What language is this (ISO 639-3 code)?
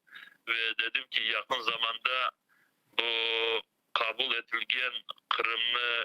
crh